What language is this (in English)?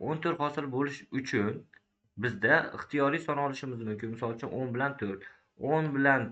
Uzbek